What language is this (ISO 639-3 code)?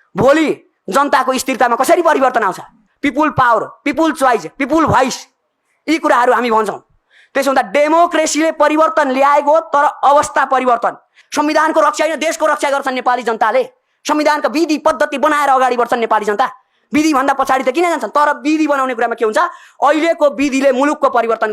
nep